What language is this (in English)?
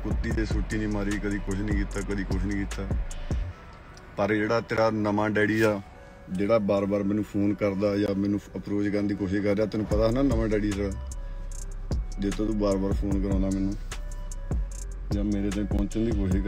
Punjabi